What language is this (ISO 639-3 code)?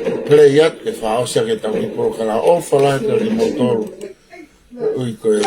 ton